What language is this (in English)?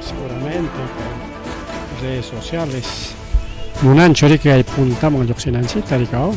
Ayacucho Quechua